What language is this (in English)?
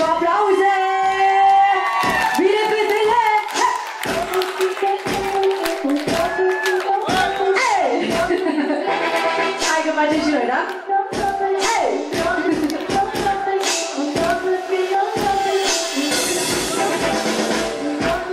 Romanian